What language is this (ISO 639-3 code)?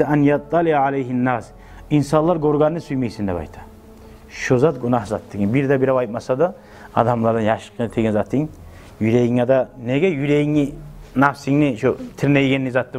kum